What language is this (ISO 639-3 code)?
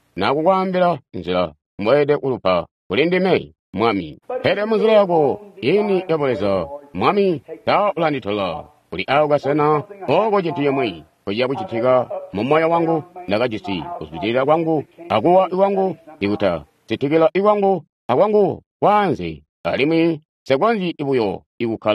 toi